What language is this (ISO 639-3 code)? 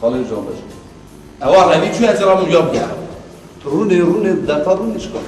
kur